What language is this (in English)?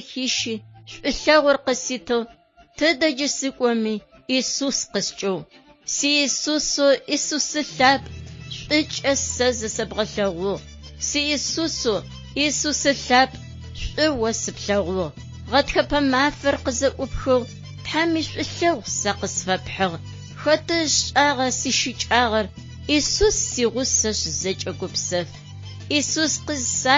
Adyghe